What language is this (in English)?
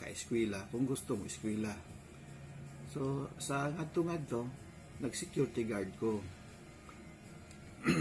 Cebuano